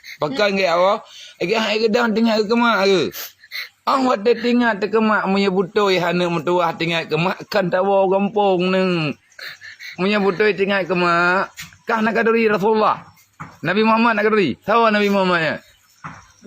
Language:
Achinese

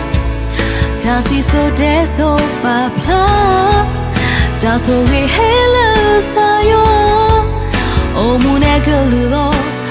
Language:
S'gaw Karen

